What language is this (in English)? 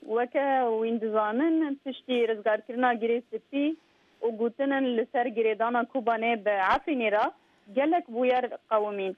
Kurdish